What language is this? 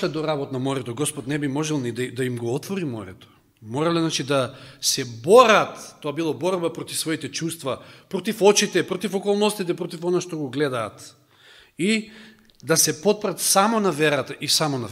Macedonian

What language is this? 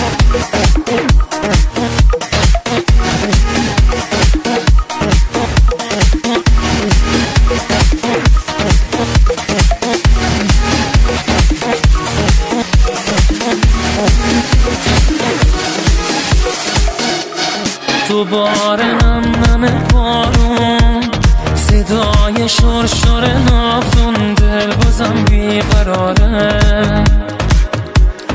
Persian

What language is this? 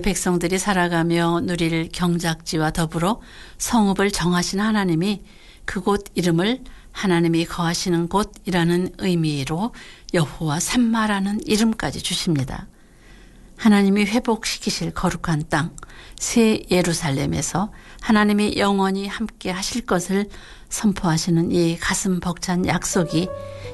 Korean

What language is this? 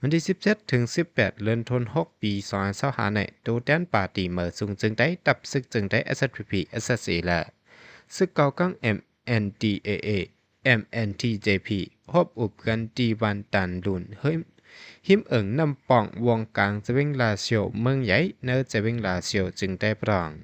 Shan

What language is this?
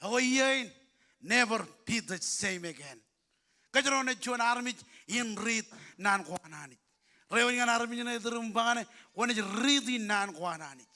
Marshallese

